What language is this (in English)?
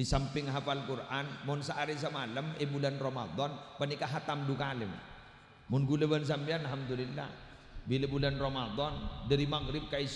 Madurese